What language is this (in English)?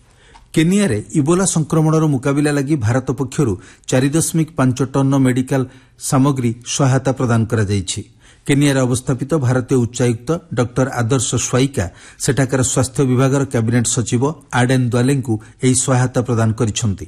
Odia